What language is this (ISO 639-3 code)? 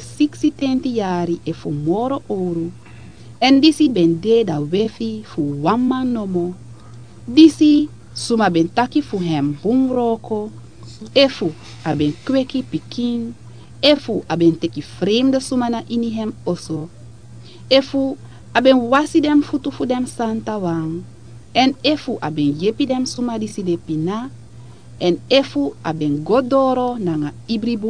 srn